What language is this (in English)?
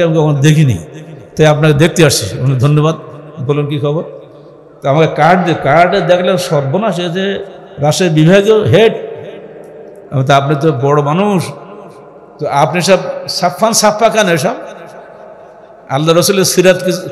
Bangla